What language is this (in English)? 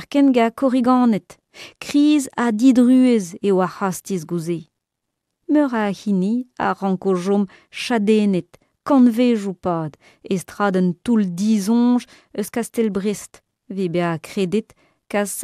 Breton